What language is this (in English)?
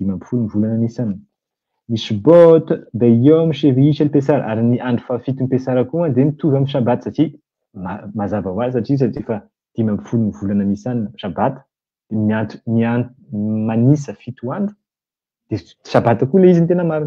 Malagasy